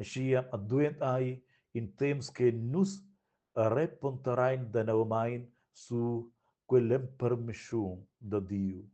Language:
Romansh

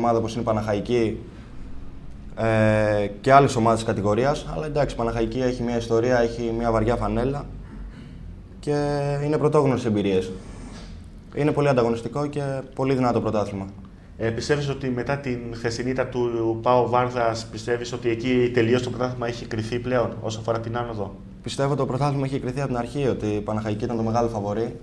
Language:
Greek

